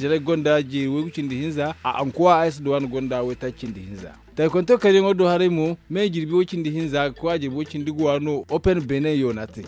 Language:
Zarma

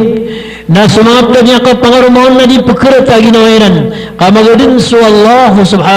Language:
Maranao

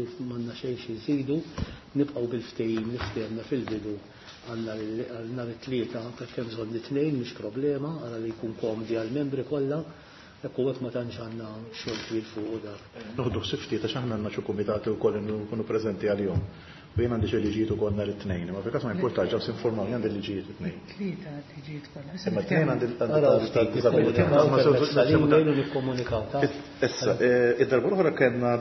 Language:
Maltese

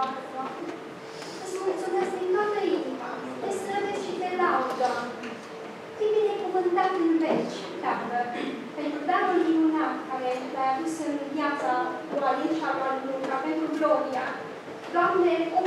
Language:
Romanian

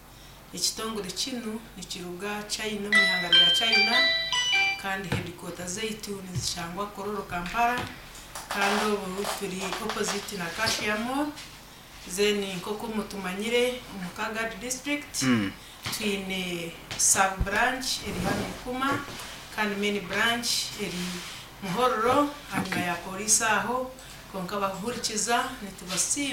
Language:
Nyankole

